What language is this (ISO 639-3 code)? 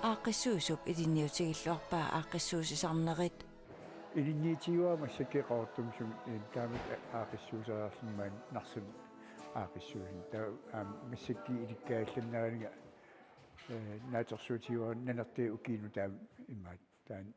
kal